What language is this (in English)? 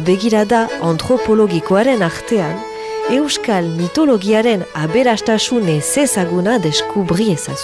Basque